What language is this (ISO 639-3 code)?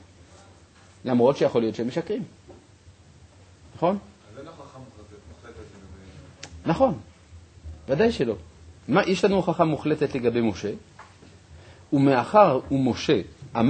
heb